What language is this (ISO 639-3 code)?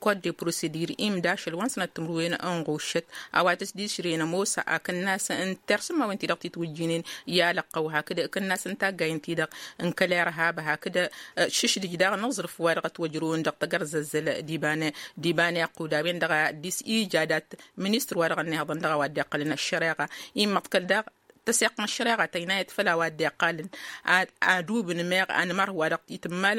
taq